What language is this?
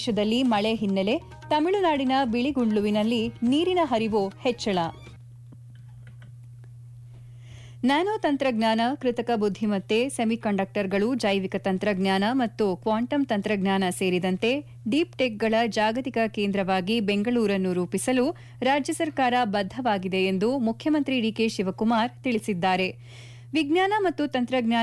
Kannada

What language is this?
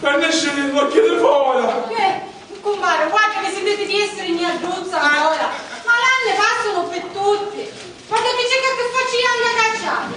Sicilian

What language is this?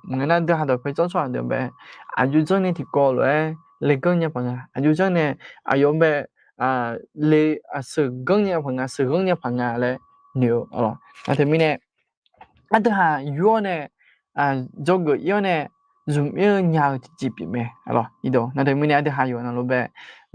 Akha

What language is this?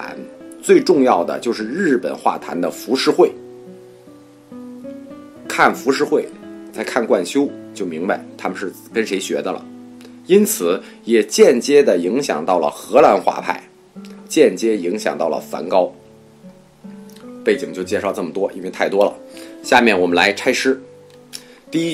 Chinese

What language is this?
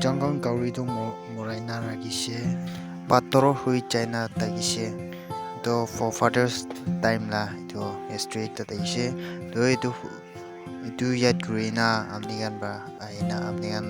Naga Pidgin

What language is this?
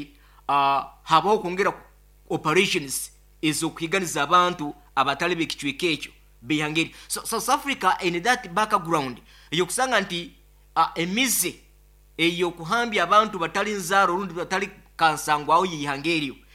Nyoro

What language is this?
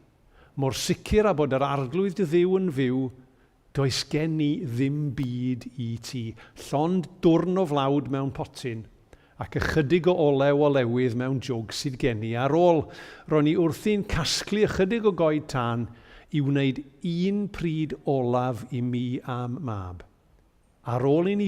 Welsh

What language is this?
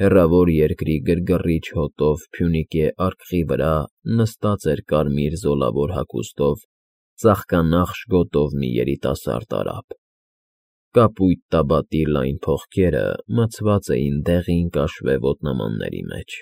Armenian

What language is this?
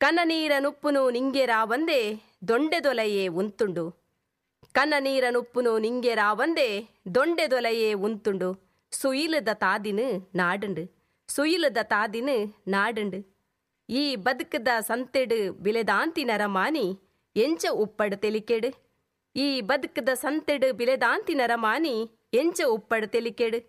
Tulu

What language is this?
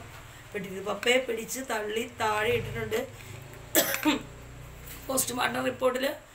Malayalam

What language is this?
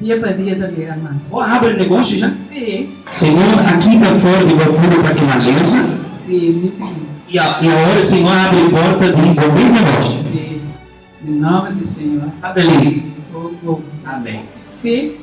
Papiamento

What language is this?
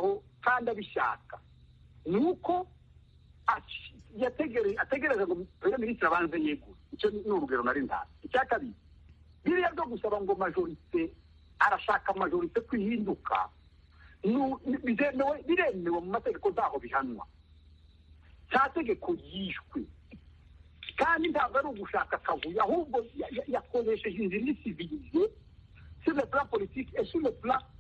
Kinyarwanda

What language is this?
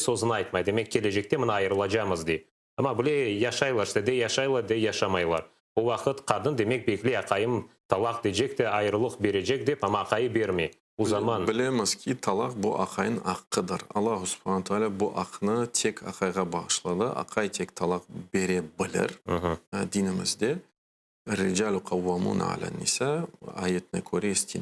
Crimean Tatar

